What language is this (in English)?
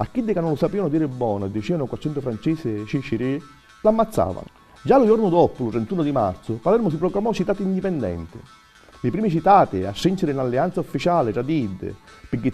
Sicilian